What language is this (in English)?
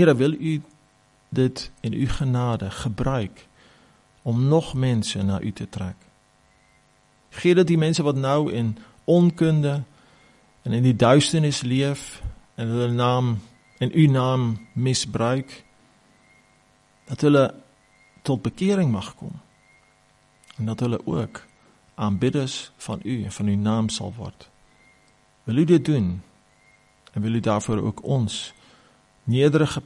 Afrikaans